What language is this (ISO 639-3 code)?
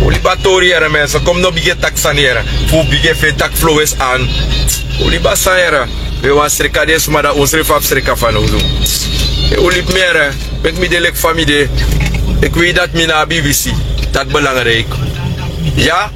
srn